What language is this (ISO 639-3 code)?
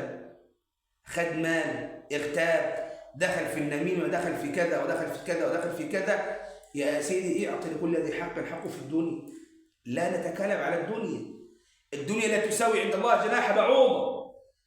arz